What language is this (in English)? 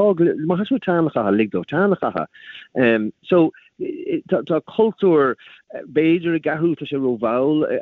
Irish